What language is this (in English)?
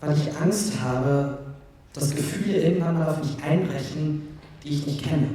Swiss German